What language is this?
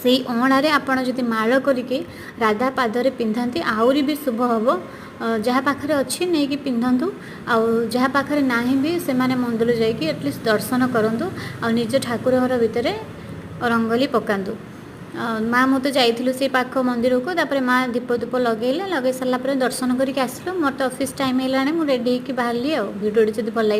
Odia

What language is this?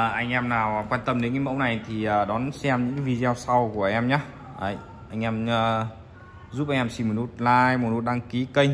Vietnamese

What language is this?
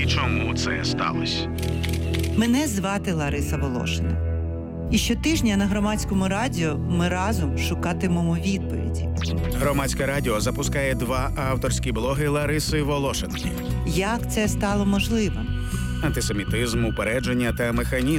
Ukrainian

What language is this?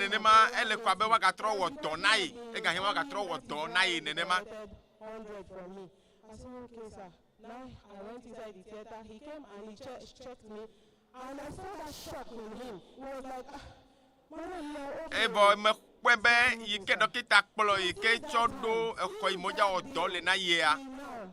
Ewe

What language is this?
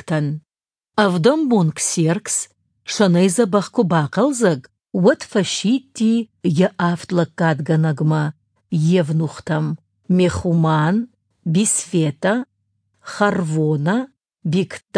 Ossetic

